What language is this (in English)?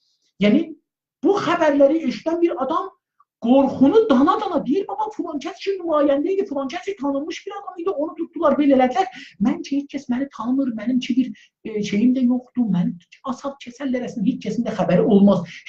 South Azerbaijani